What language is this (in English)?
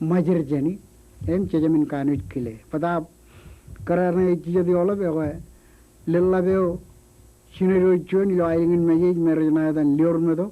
Marshallese